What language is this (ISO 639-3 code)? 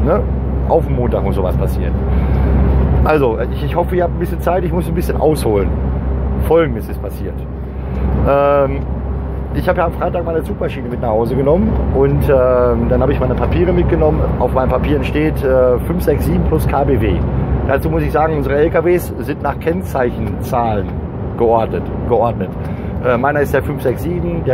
deu